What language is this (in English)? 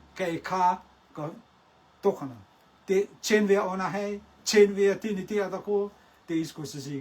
Rotuman